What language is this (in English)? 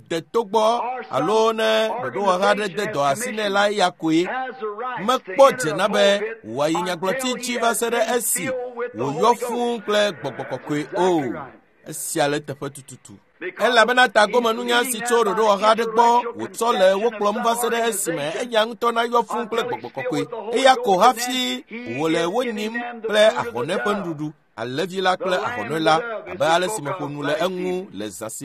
Ewe